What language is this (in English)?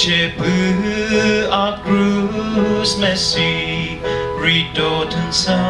Chokri Naga